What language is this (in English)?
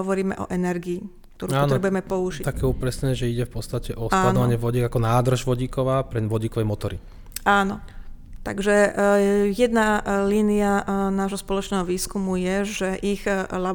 Slovak